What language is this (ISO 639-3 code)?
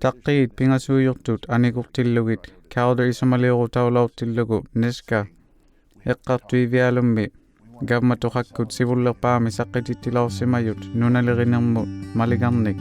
iku